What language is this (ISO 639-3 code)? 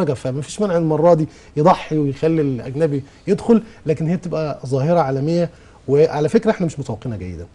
arz